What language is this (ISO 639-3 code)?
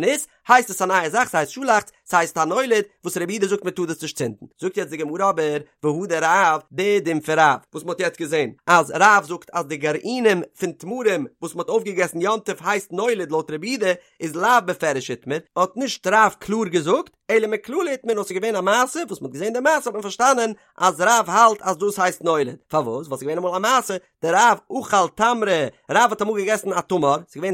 yid